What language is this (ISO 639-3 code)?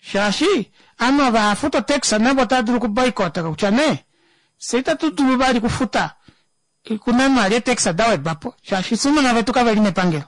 kua